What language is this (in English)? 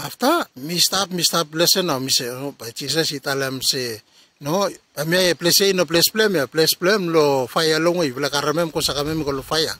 Bislama